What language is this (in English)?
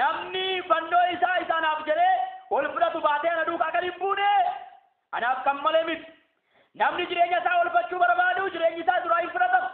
Oromo